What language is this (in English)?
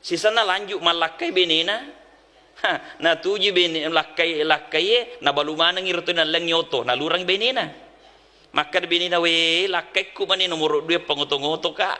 Buginese